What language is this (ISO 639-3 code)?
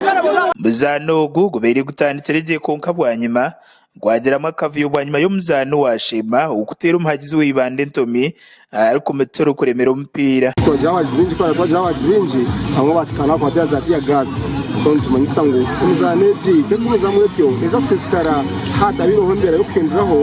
nyn